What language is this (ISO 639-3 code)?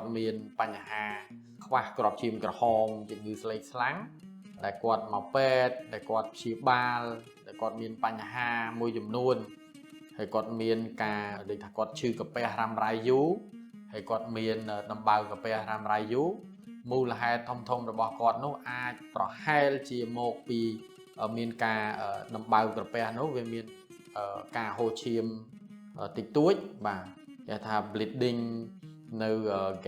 khm